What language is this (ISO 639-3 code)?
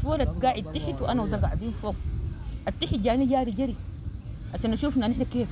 apd